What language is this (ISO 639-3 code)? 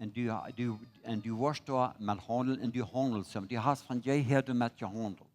pdt